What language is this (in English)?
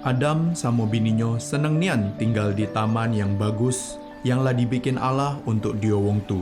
Musi